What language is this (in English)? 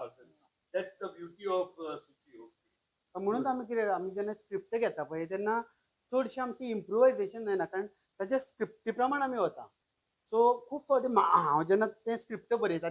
Konkani